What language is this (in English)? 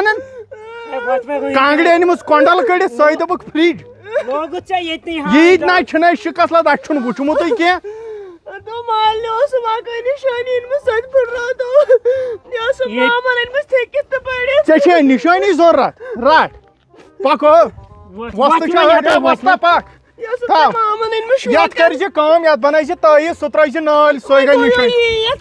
Kashmiri